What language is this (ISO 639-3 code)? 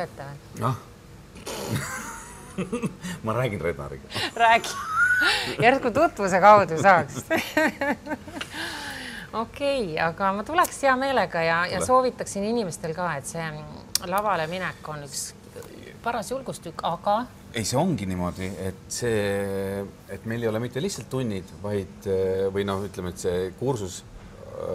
est